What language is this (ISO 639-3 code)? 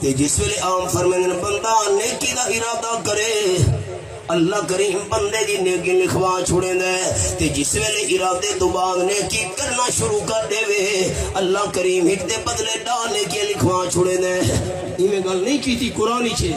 skr